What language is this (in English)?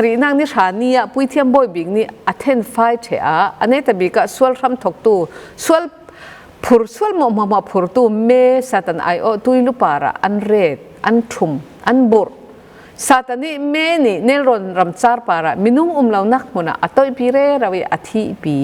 Falam Chin